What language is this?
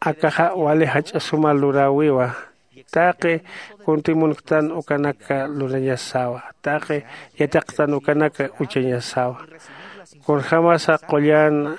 Aymara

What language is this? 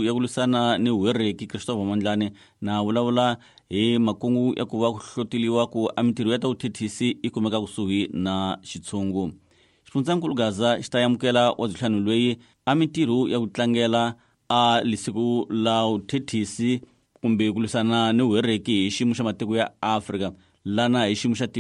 Tsonga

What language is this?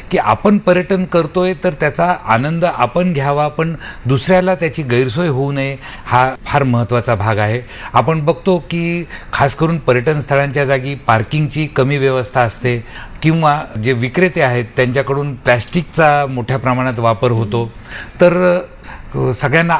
Marathi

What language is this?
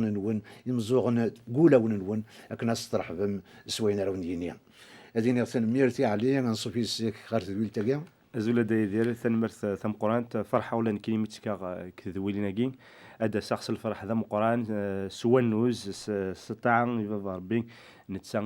Kabyle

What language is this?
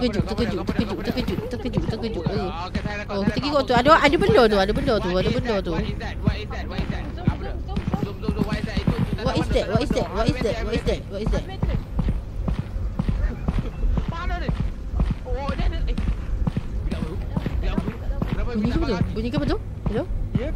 Malay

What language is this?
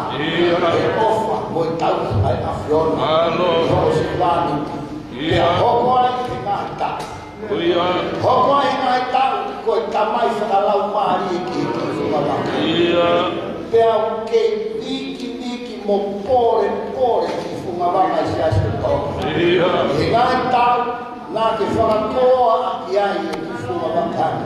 Tongan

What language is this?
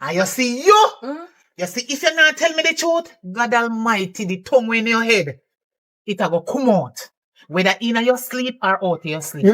Jamaican Creole English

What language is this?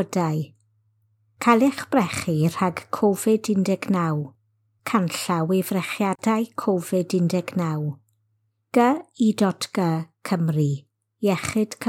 Welsh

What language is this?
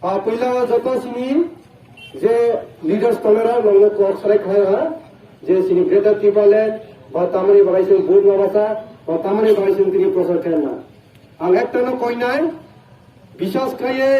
Kok Borok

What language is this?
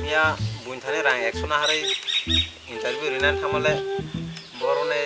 Kok Borok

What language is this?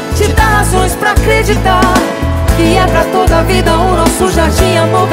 Portuguese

